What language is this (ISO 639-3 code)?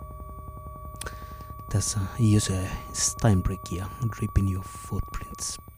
fin